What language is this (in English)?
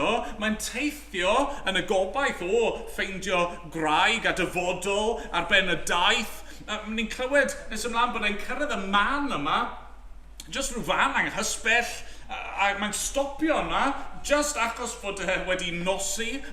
Welsh